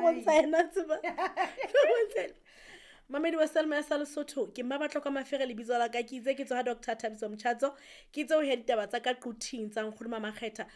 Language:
Southern Sotho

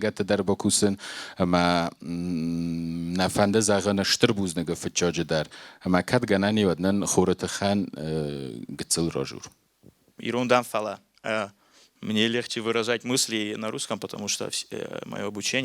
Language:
Ossetic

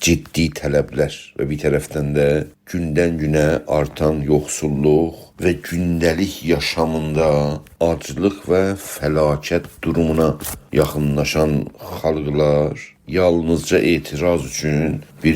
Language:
South Azerbaijani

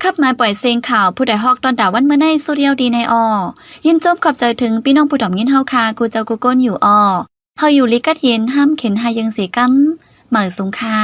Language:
Shan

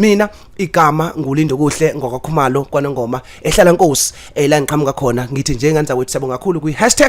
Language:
Zulu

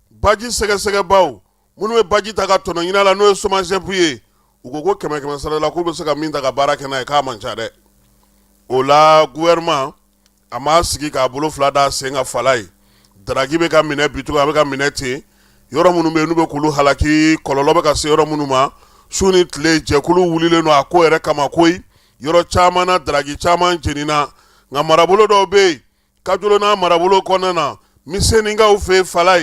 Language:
Bambara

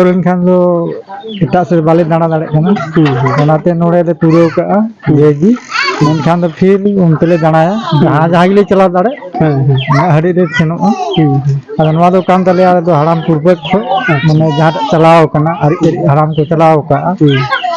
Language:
Santali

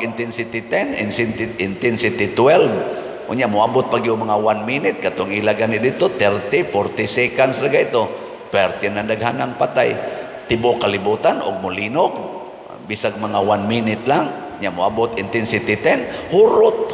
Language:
Cebuano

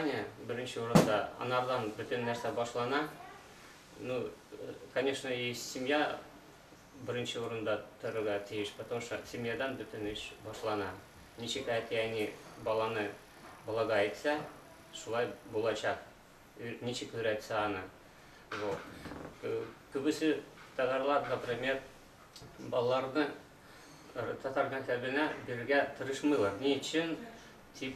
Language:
Tatar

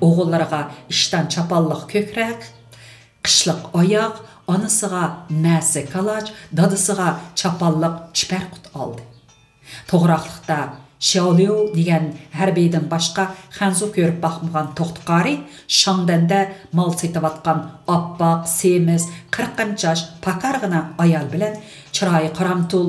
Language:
Uyghur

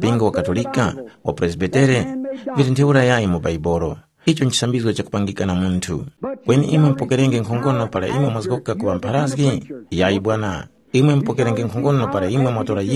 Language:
Tumbuka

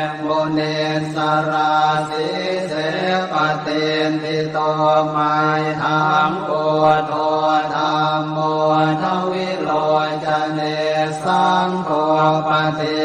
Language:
Pali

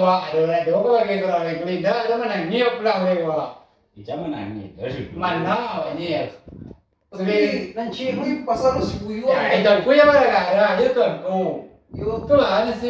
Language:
Minangkabau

